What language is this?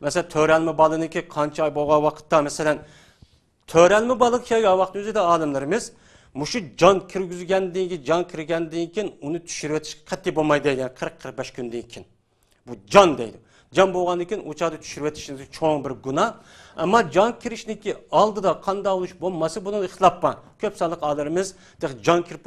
Uyghur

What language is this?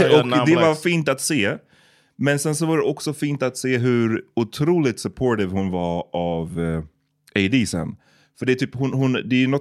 Swedish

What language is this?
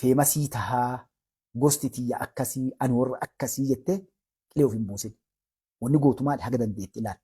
Oromo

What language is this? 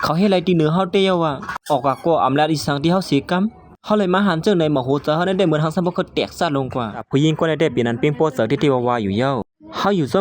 Shan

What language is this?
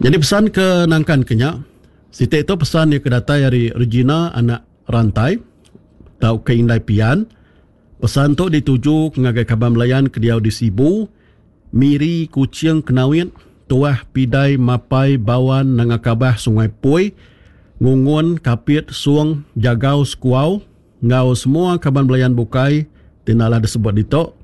Iban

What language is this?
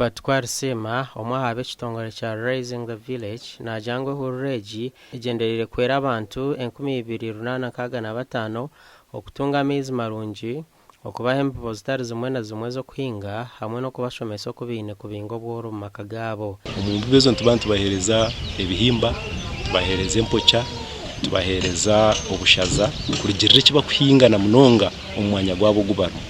Nyankole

